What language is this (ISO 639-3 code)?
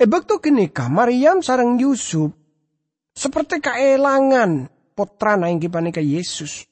mad